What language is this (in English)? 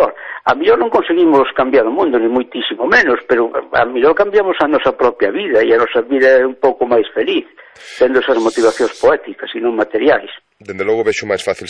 Galician